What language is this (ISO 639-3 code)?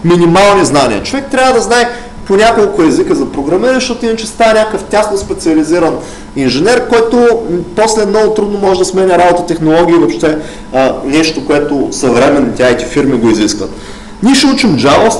bul